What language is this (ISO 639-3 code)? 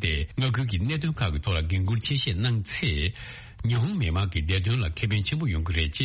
bod